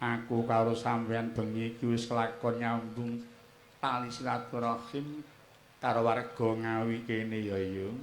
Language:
Javanese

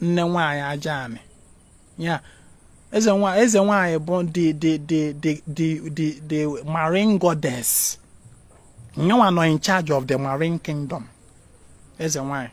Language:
Igbo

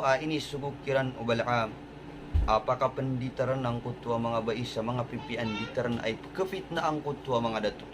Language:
Maranao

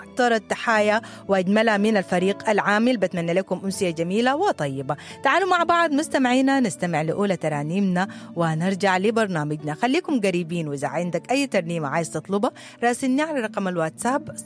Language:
Sudanese Arabic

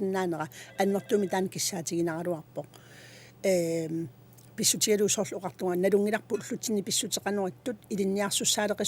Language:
Kalaallisut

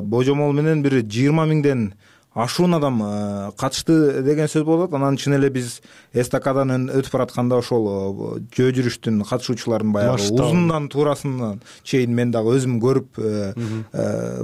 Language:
Kyrgyz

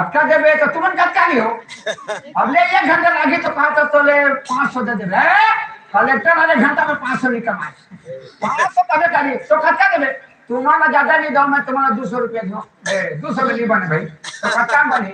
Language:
Chhattisgarhi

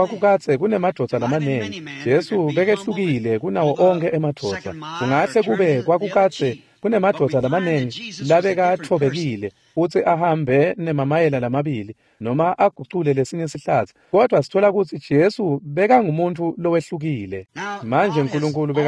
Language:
Swati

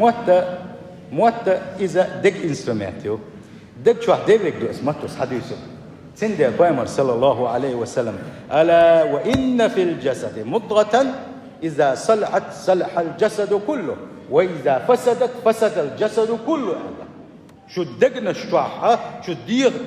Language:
Chechen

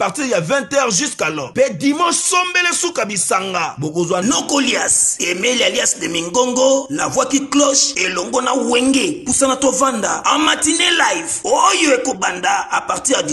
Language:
Lingala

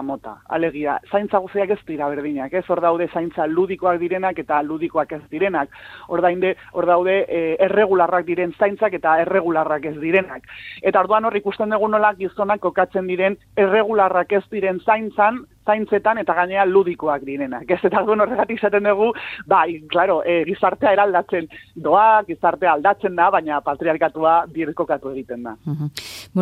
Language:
Basque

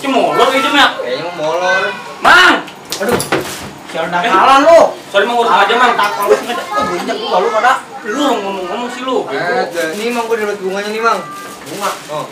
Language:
Betawi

